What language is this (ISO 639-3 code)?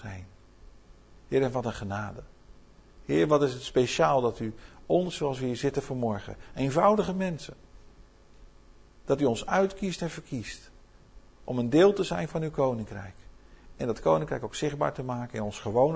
nld